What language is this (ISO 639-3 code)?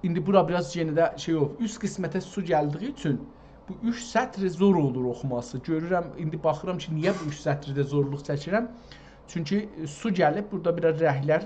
azb